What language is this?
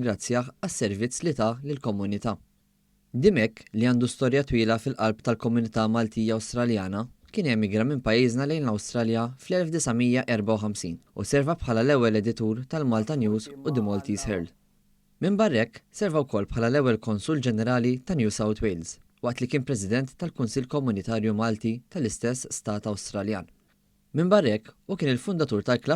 Maltese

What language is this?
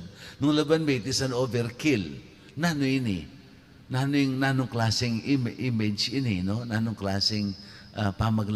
Pampanga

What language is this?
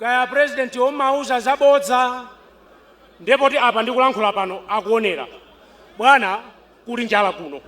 Nyanja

